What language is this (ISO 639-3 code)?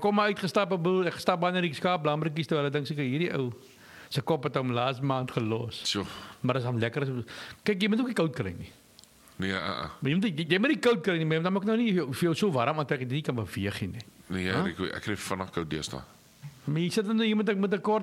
afr